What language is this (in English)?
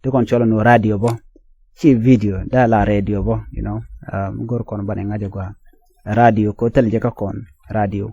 Nuer